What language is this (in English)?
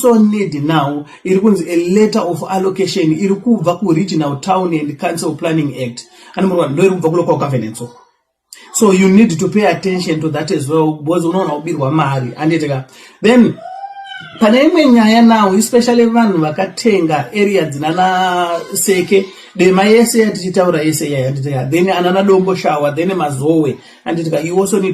Shona